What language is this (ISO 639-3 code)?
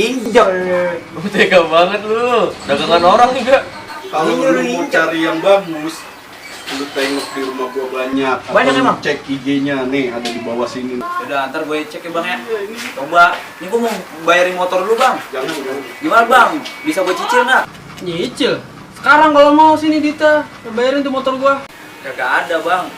bew